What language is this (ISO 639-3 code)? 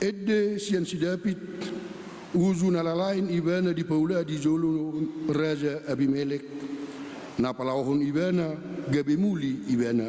bbc